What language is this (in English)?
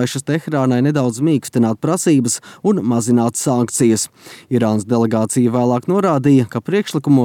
Latvian